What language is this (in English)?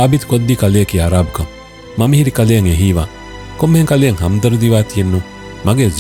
Divehi